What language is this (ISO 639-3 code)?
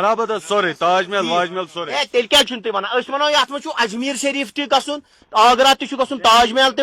kas